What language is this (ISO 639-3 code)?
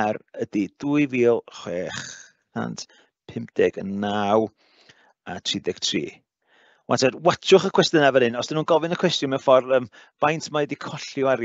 cym